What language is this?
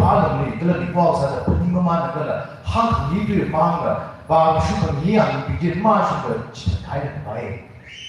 Tangkhul Naga (India)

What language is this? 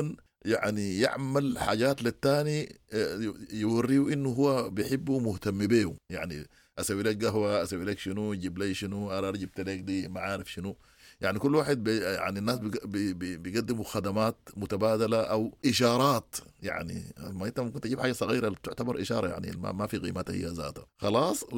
Sudanese Arabic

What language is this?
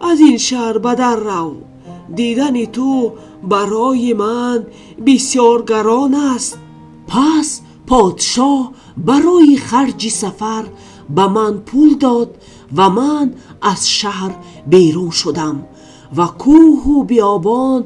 Tajik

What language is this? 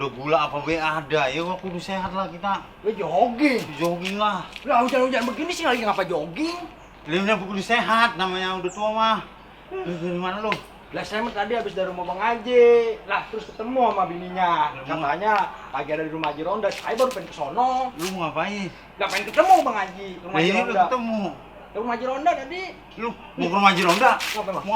Betawi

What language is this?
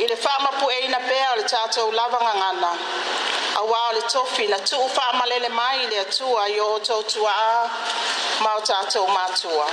Samoan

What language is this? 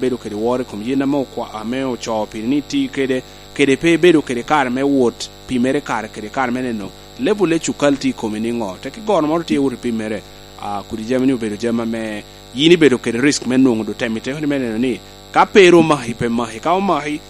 Lango (Uganda)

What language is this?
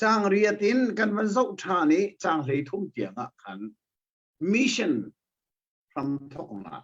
Hakha Chin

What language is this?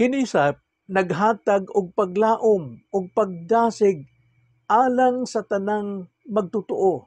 Cebuano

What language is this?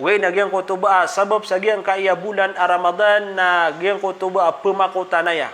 Maranao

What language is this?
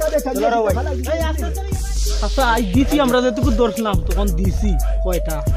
Sylheti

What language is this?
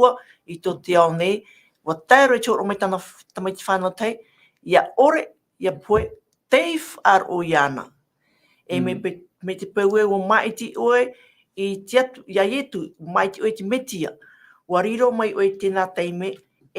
Tahitian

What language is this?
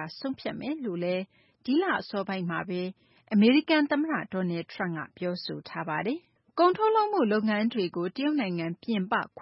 Burmese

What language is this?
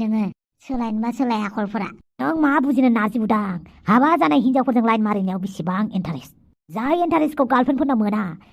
Bodo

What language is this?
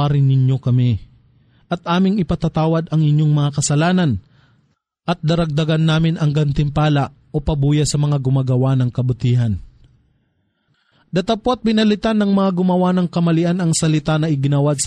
Filipino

